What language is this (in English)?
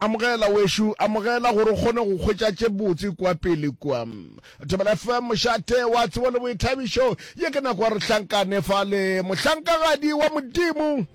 Northern Sotho